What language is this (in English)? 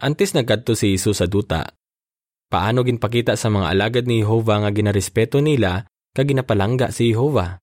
Hiligaynon